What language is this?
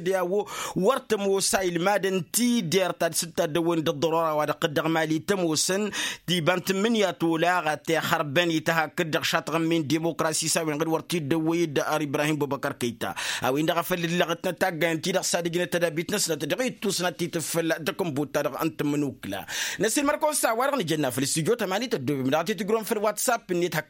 Tamasheq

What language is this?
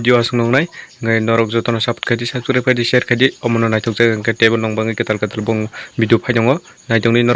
Kok Borok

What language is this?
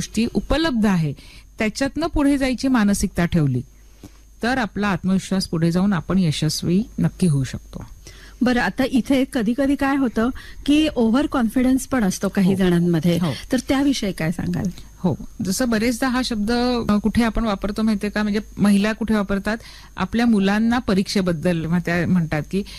Marathi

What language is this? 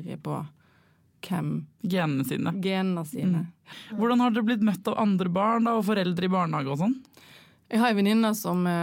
Norwegian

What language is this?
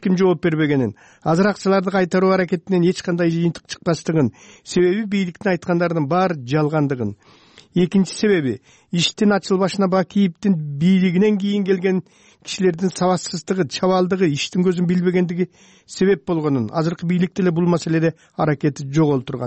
Kyrgyz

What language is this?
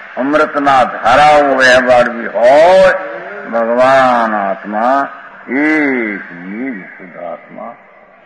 Gujarati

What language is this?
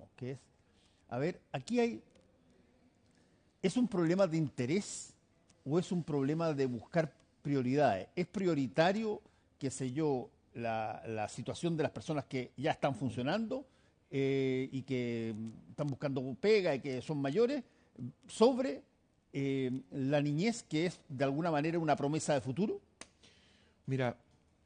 Spanish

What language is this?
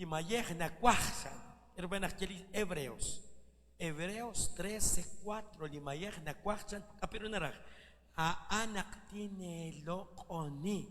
Kekchí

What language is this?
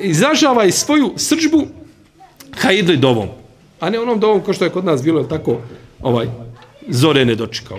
Serbian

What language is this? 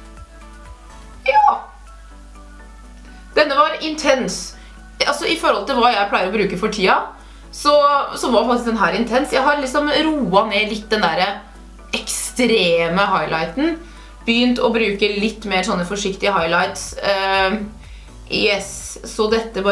Norwegian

